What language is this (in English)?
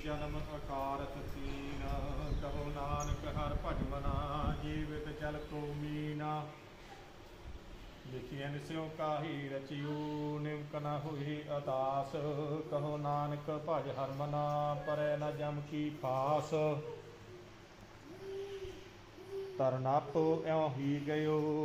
Punjabi